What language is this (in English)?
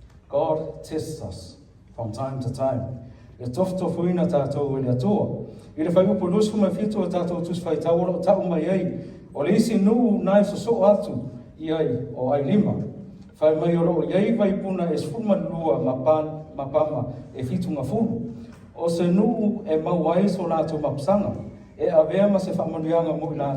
Samoan